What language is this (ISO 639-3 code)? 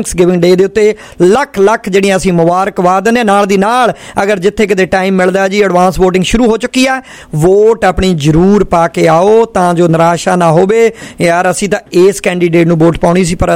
pan